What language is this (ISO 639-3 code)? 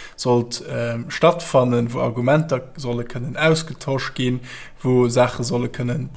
ltz